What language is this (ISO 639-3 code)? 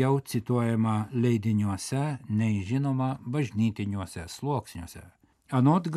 lit